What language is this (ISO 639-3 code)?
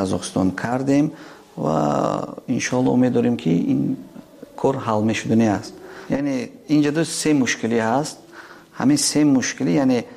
tgk